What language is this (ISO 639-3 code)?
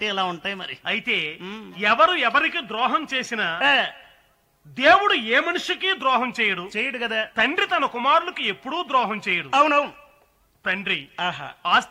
tel